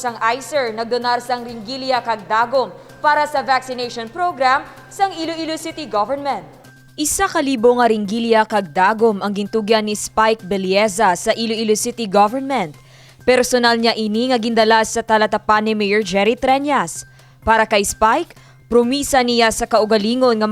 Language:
Hiligaynon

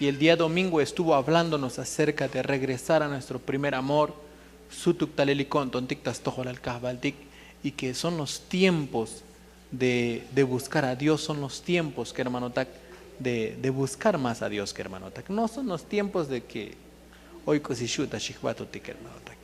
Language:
Tzotzil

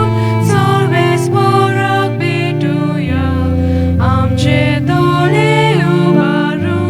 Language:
Konkani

